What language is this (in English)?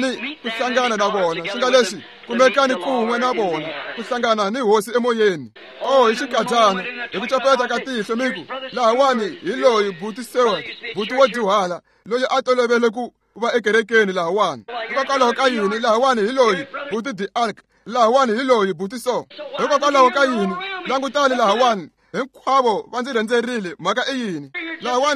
Tsonga